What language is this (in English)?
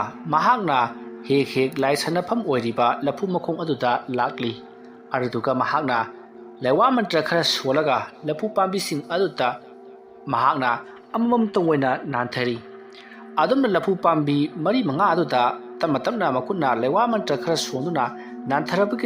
Manipuri